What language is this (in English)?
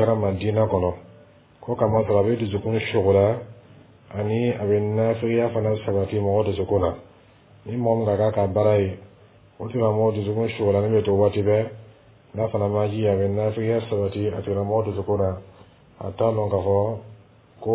Dyula